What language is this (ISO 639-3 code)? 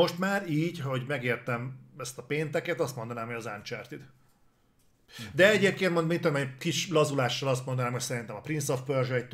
hun